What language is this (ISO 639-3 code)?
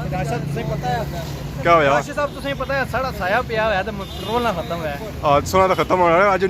phr